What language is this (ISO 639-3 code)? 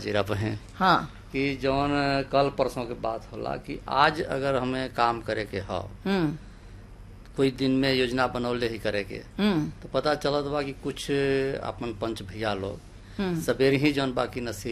bho